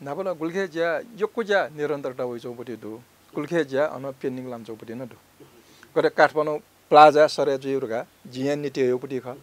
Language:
Newari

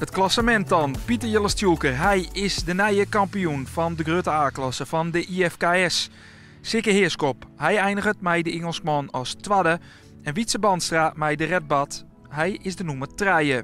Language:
Western Frisian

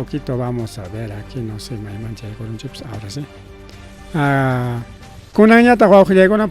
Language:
Ayacucho Quechua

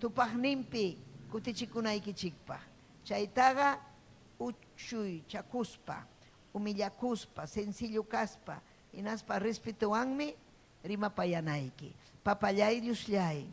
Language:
Ayacucho Quechua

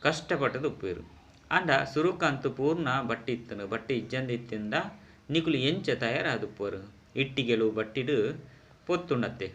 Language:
Tulu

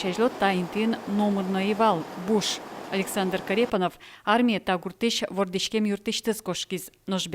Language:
Udmurt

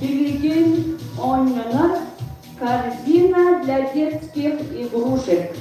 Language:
Yakut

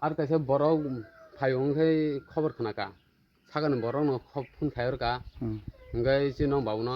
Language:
Kok Borok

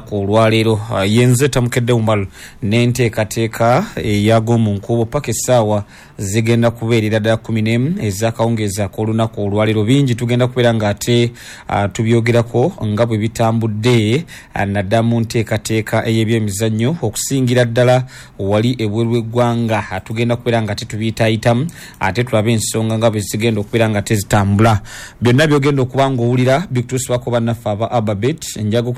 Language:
Ganda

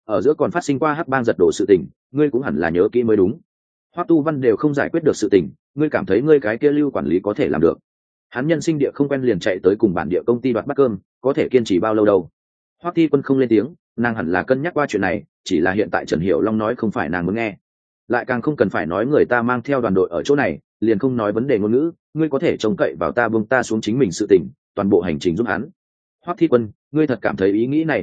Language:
Vietnamese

